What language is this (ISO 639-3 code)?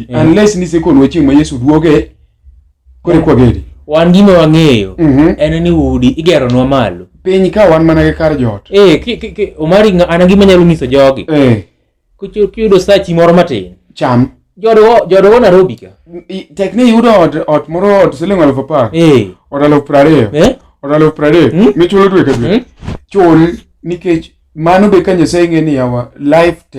luo